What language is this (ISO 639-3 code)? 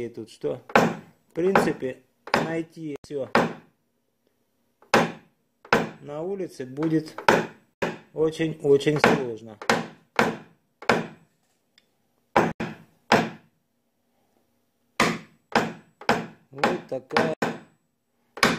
rus